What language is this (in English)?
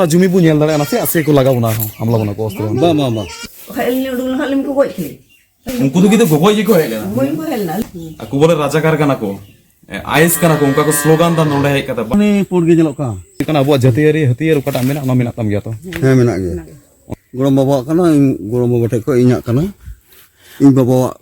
Santali